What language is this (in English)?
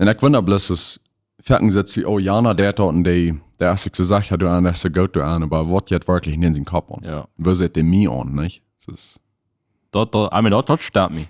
Plautdietsch